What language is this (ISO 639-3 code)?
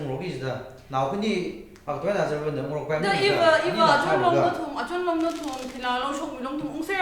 nmf